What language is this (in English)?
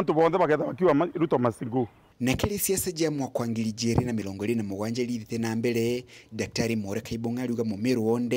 Meru